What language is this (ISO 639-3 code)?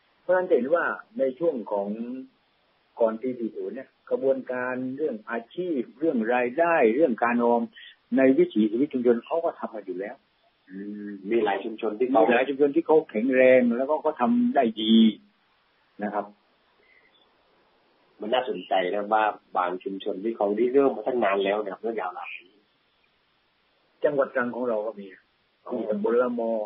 tha